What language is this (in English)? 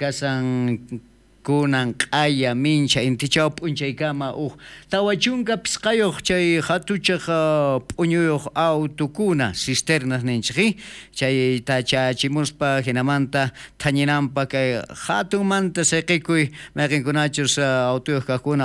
South Bolivian Quechua